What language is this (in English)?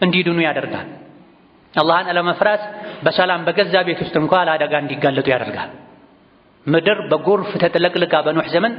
Amharic